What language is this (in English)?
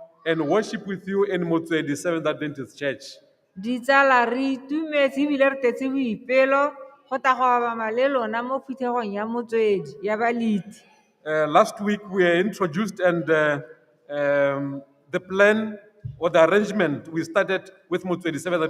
Tswana